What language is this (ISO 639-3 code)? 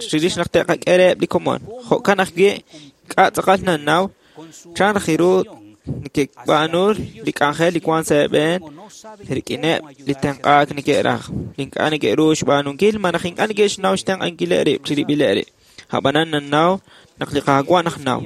kek